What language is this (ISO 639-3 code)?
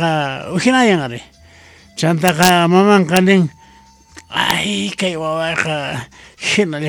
que